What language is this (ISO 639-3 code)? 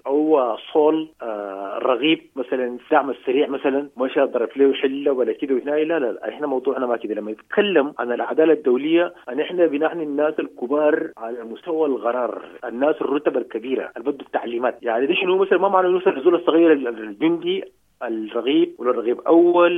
apd